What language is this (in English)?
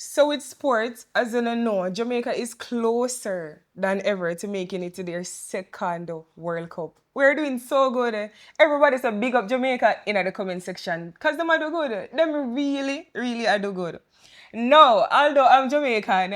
Jamaican Creole English